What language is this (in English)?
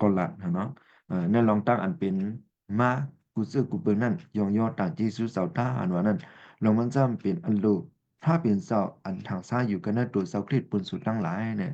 Shan